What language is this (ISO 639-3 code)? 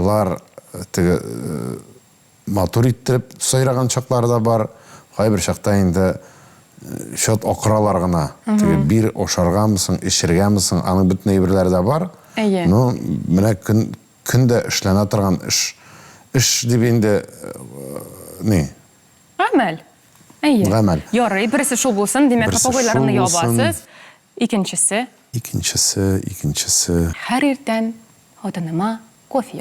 tat